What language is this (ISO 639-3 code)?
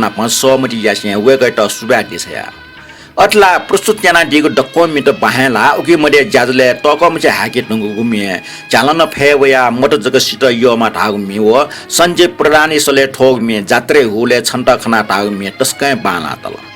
new